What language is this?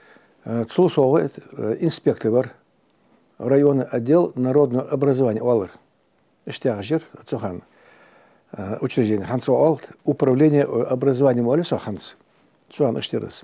Ingush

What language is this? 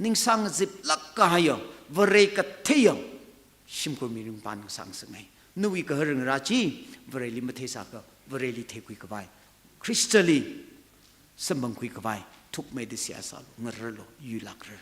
Tangkhul Naga (India)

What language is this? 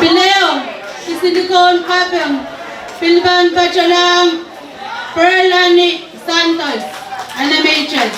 Pohnpeian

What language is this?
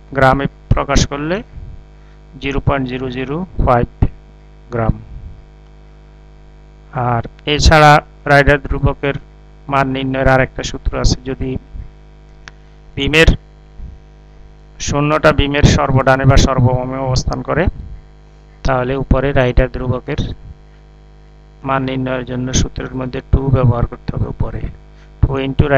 Bangla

